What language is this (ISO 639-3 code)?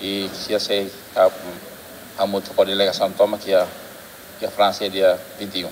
tet